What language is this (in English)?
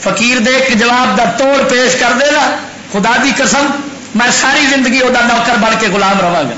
Western Panjabi